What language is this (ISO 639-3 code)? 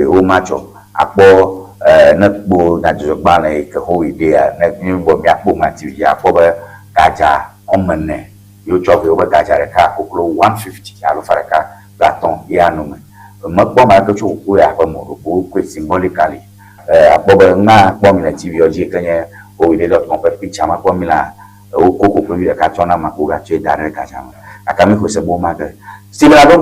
ewe